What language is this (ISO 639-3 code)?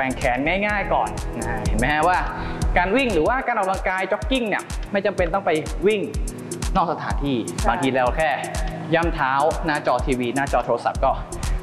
tha